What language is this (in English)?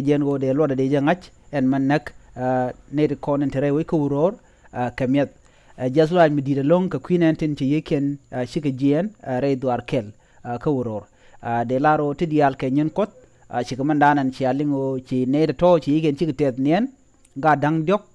Nuer